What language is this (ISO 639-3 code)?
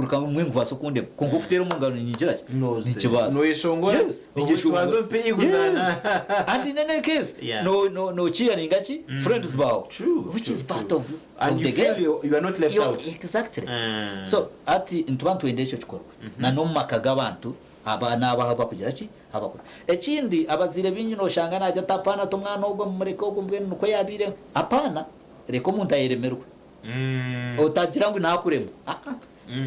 nyn